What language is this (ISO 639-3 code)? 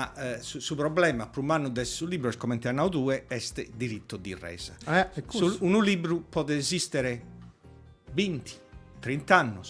srd